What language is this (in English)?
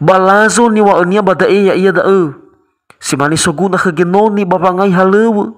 Nias